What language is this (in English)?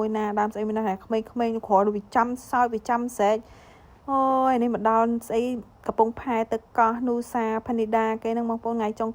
Khmer